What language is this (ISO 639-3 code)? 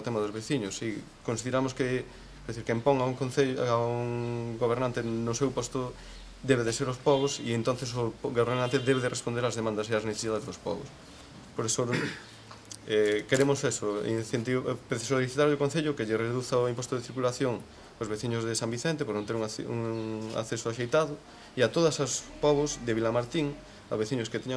glg